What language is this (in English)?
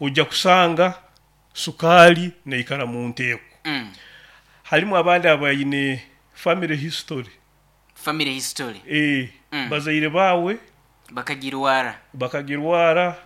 Nyoro